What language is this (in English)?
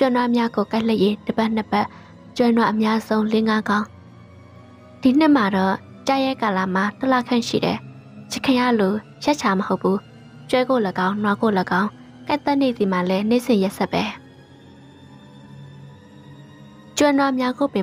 Burmese